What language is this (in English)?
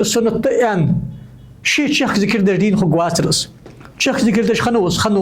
Ingush